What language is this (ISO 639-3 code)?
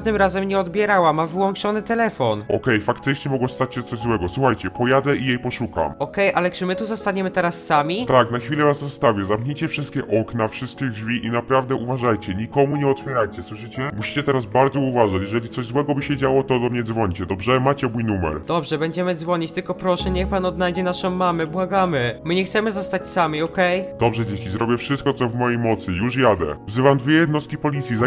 pol